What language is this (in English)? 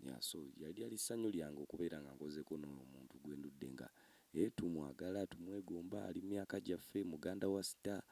Ganda